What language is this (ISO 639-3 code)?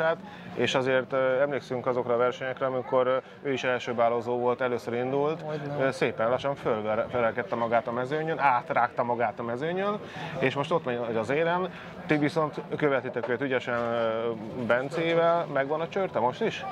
hun